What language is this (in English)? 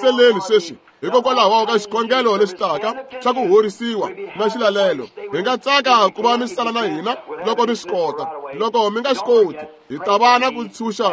Tsonga